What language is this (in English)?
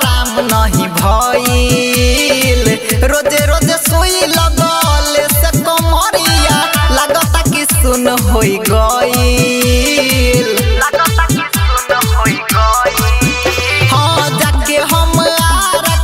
Bhojpuri